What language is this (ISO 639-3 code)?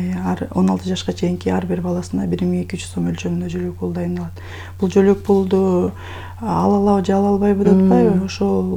kir